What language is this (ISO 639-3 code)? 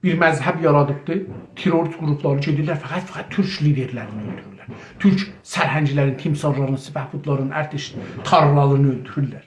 azb